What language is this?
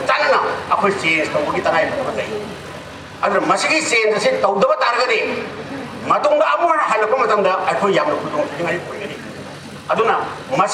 Manipuri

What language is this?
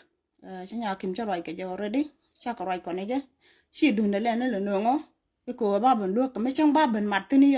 Nuer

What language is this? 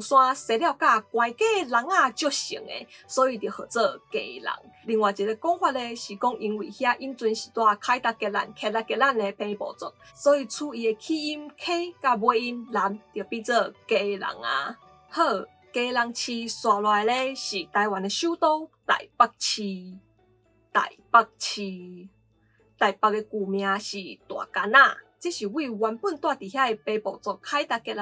Min Nan Chinese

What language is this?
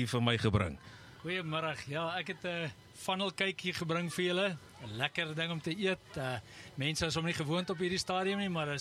Afrikaans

